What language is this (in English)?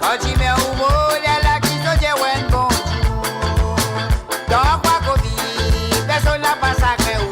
Morisyen